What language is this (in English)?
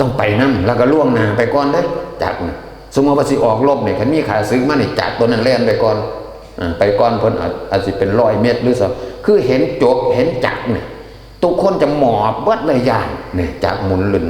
Northeastern Thai